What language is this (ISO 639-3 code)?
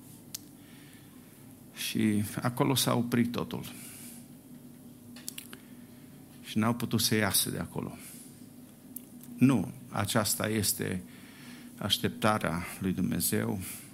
ron